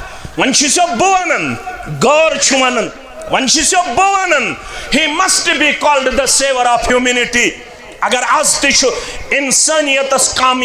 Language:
Kashmiri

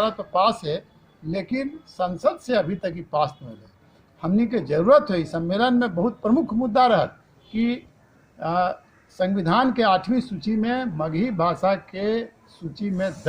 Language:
Magahi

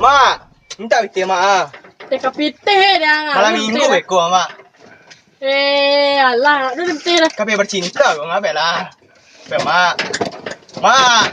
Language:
Minangkabau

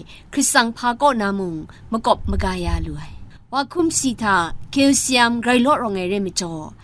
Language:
Kachin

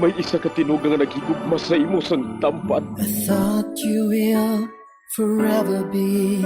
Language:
Hiligaynon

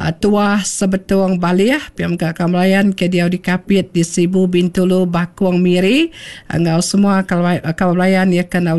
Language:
Iban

